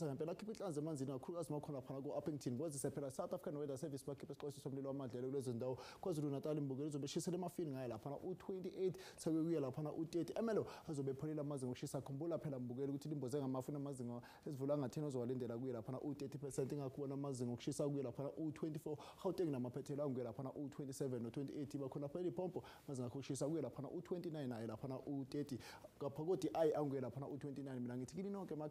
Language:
Zulu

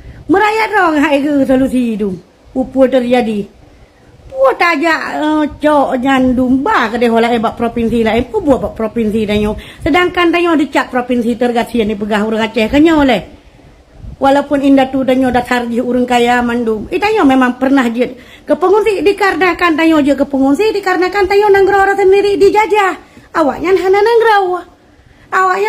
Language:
Achinese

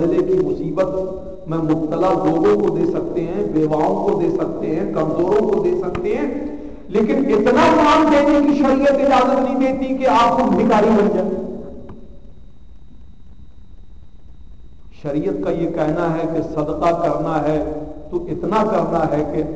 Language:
Urdu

